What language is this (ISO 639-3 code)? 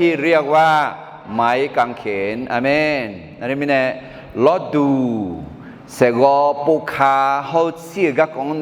ahk